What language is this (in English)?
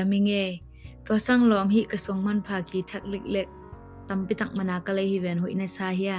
Tedim Chin